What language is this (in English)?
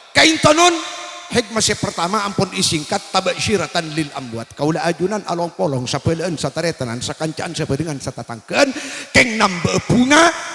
Madurese